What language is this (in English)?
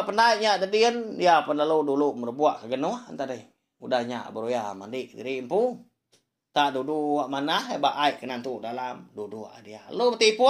Iban